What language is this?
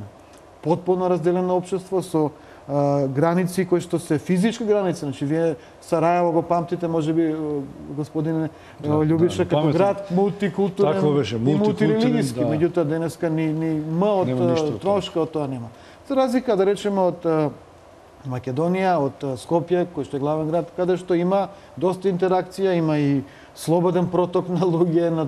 Macedonian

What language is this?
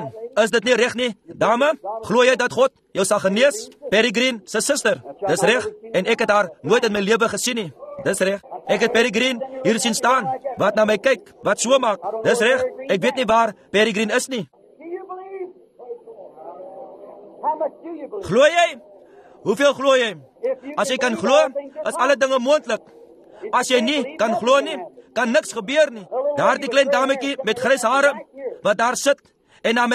Afrikaans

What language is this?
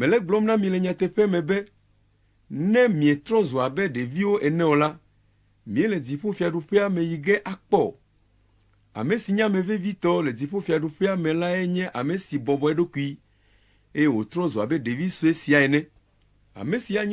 Ewe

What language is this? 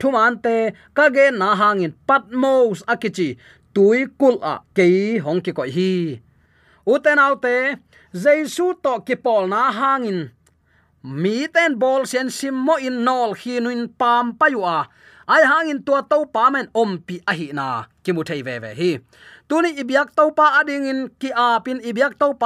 Tedim Chin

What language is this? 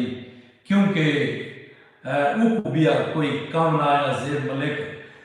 Saraiki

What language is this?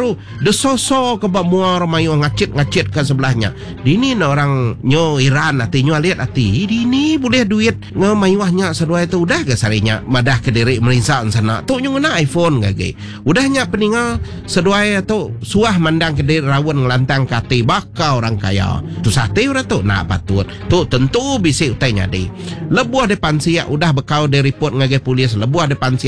Iban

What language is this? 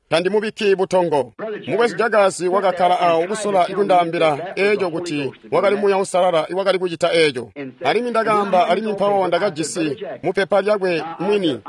Tonga (Zambia)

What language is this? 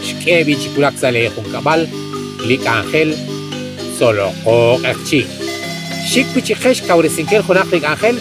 Kekchí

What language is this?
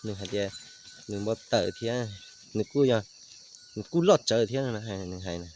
Hmong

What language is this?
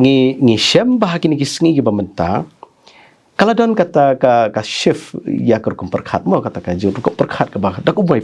Khasi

